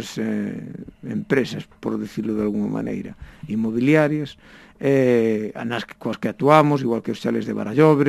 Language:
Galician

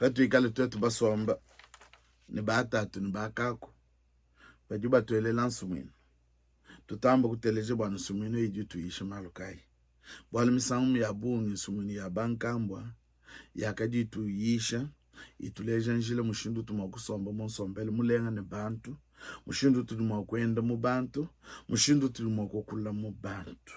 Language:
Luba-Lulua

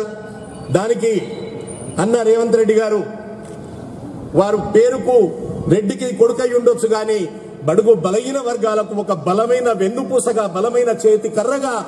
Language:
Telugu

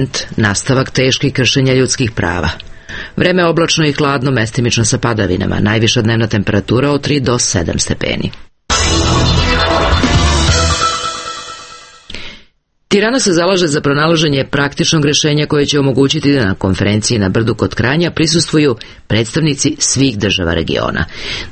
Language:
Serbian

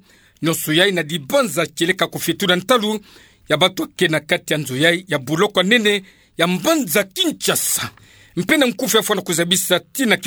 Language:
Kituba (Democratic Republic of Congo)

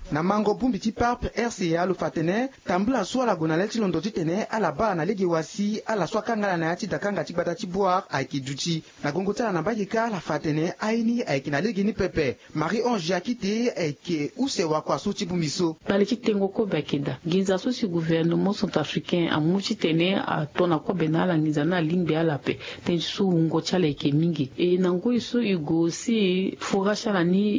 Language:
Sango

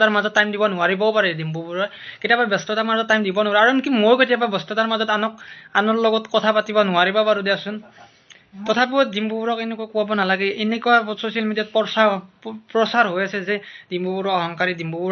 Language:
Assamese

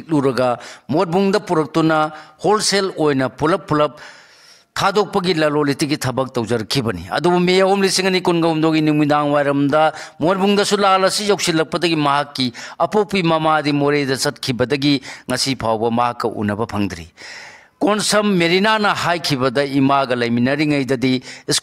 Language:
Manipuri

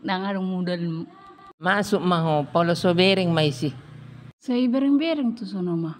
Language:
Batak Toba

